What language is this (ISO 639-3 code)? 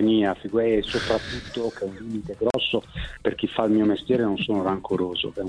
ita